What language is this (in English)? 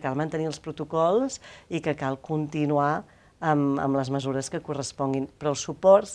Catalan